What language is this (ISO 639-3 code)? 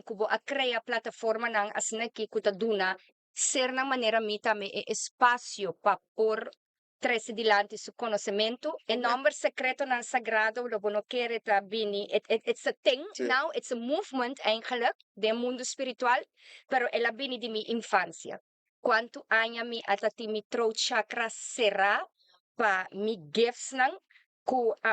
pap